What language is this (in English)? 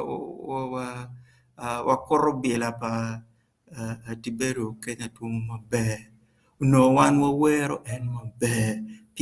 Acoli